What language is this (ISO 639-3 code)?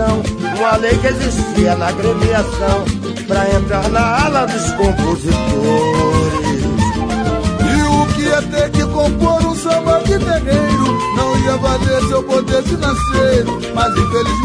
por